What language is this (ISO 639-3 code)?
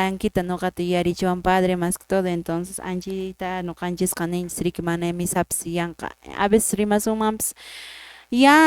que